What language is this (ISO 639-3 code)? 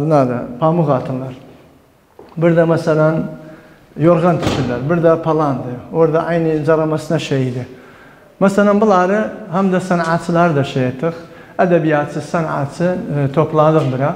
tur